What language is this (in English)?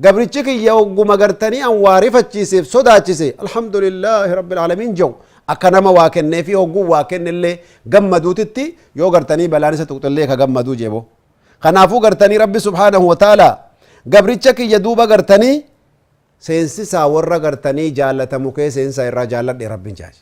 Oromo